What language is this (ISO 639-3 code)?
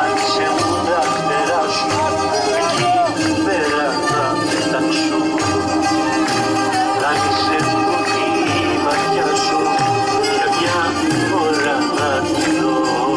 ell